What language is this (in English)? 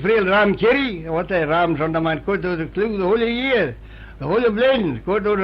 Manx